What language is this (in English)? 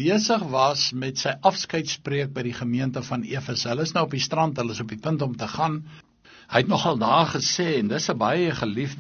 Afrikaans